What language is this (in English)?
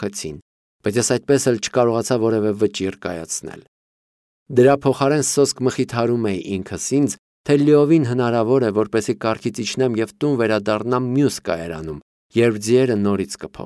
Armenian